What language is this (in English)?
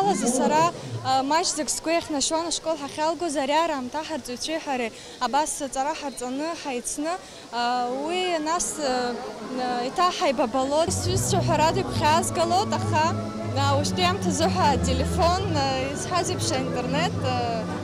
Abkhazian